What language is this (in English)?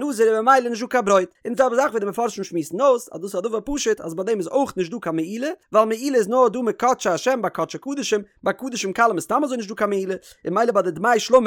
Yiddish